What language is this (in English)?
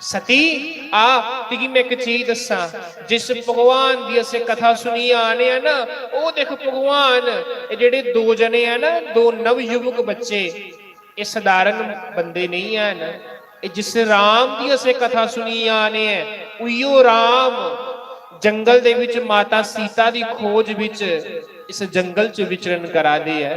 Dogri